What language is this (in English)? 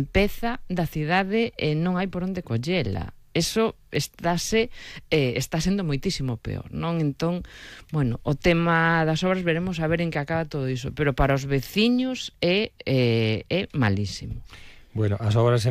Galician